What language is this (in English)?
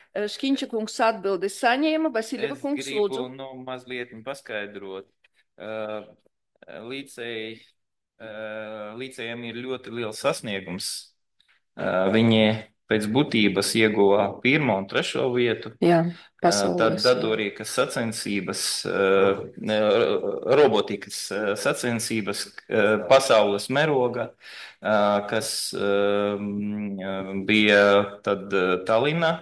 Latvian